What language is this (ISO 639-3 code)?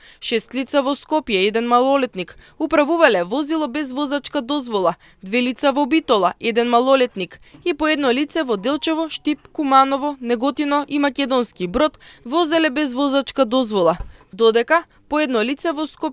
mkd